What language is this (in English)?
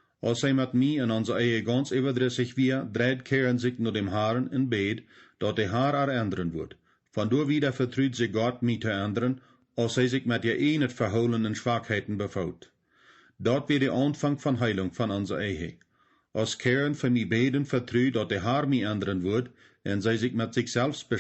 Plautdietsch